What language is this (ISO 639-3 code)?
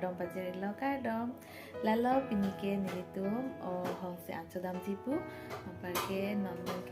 mjw